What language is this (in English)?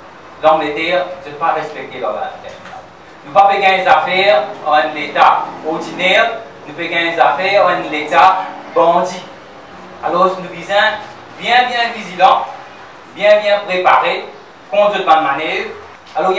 Morisyen